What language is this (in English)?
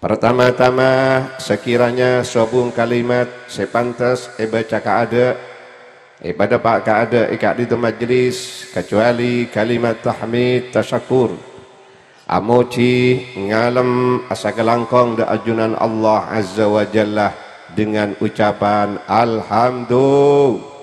Madurese